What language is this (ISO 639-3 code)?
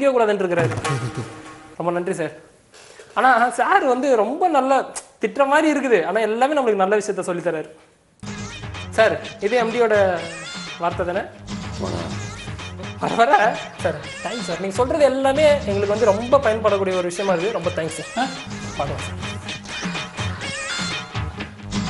tam